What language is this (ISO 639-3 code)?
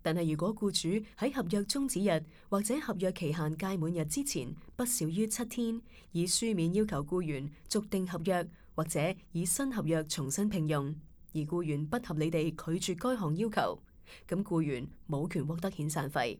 yue